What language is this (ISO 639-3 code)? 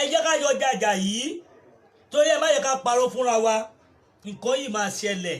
yor